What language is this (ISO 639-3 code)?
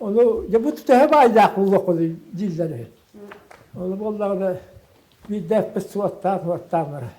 sah